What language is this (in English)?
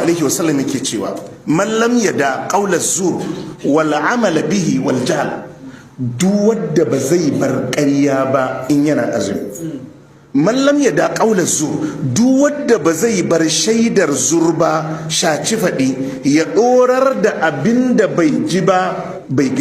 Hausa